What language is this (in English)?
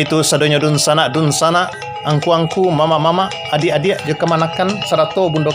Minangkabau